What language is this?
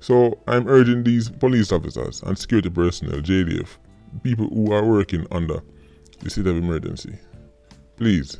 Jamaican Creole English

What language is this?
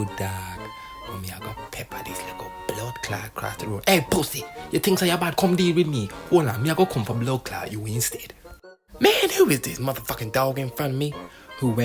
Jamaican Creole English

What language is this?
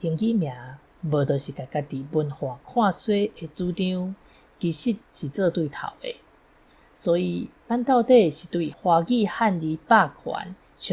Min Nan Chinese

